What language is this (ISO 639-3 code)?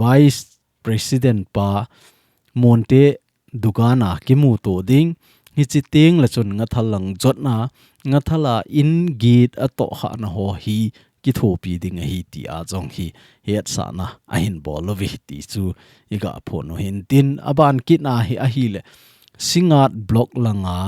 tcz